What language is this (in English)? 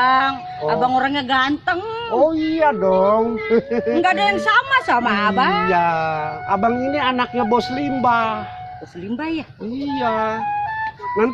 Betawi